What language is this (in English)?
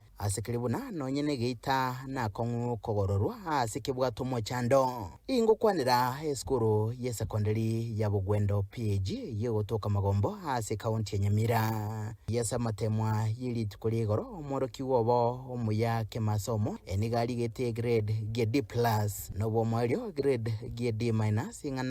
Gusii